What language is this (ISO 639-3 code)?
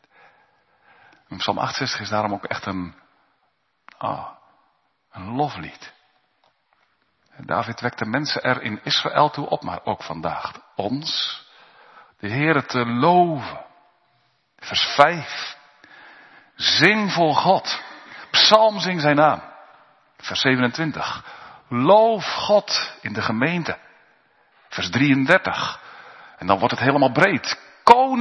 nld